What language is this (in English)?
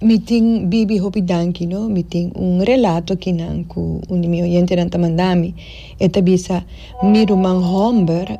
Papiamento